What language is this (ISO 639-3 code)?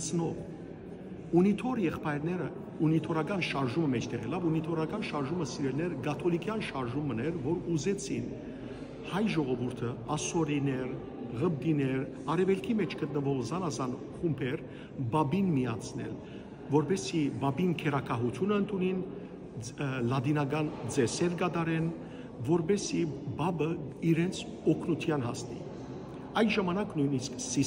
hyw